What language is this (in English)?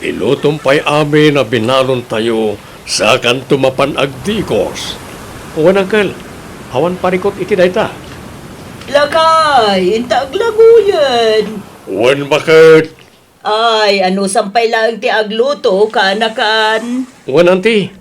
Iloko